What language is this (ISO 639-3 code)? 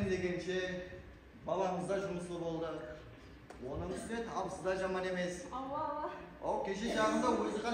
kaa